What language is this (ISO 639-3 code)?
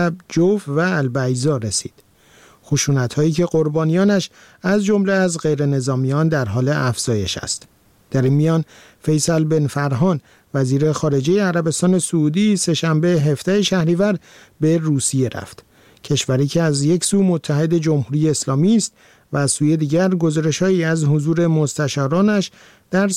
fas